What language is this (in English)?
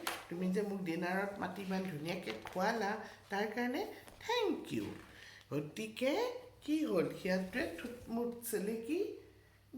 Assamese